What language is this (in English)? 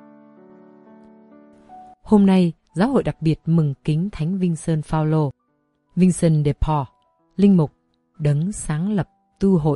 Vietnamese